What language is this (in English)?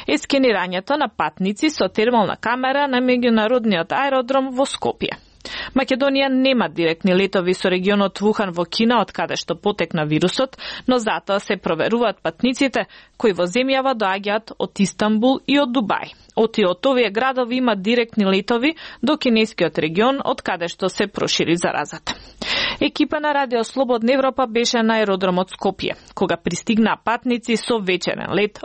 Macedonian